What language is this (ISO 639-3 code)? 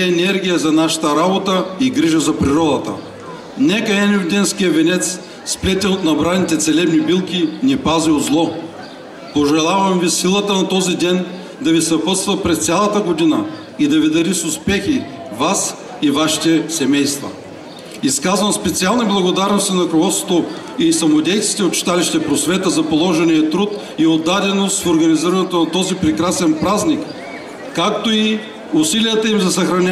bul